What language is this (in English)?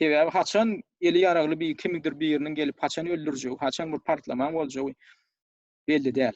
Turkmen